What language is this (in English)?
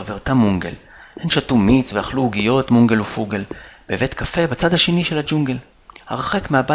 Hebrew